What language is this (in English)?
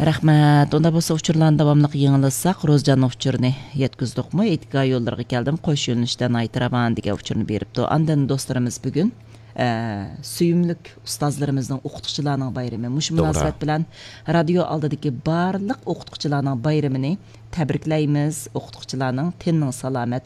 Uyghur